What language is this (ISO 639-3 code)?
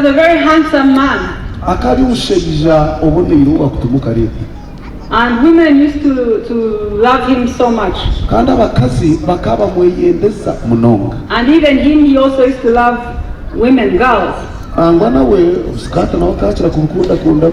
nyn